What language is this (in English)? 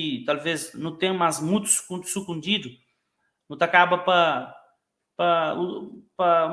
Kabuverdianu